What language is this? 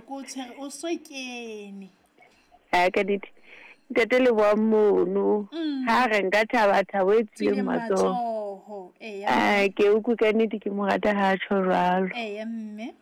Southern Sotho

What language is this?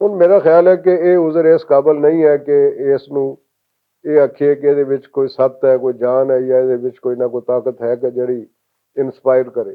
Western Panjabi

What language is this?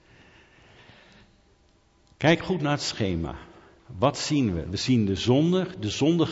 Dutch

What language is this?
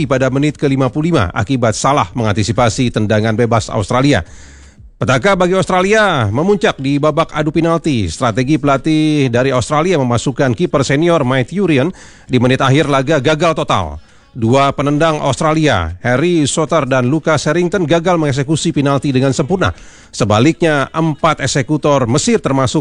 Indonesian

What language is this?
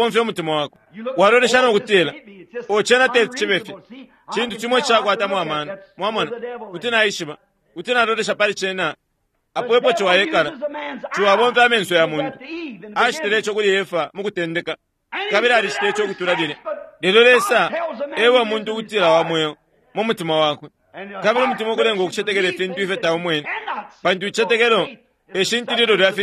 Bemba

